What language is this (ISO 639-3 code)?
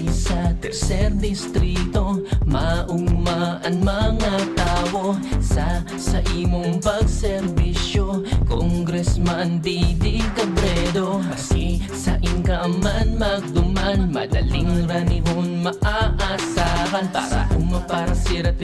bik